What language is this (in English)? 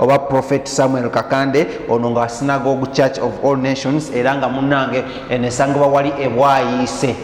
Ganda